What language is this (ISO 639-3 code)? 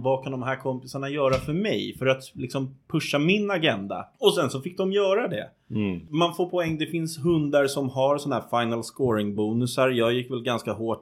swe